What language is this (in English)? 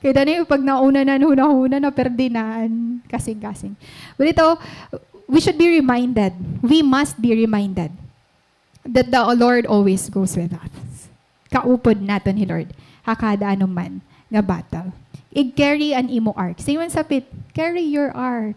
Waray